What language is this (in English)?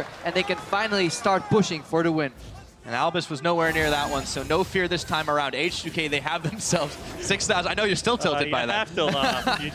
English